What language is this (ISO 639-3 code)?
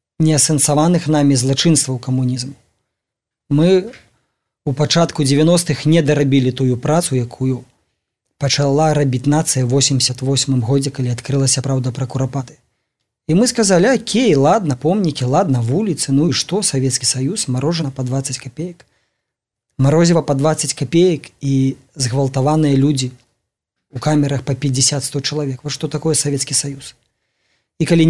bel